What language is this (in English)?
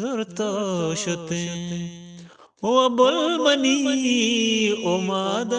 Eastern Balochi